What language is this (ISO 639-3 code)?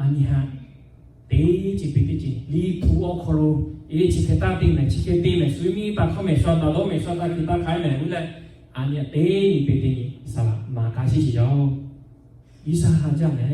lhu